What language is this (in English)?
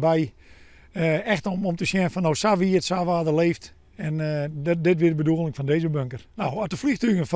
Western Frisian